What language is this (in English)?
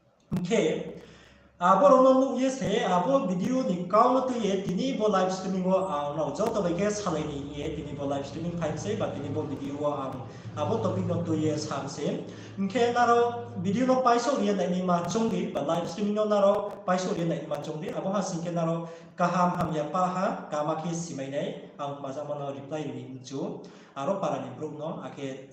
Riang (India)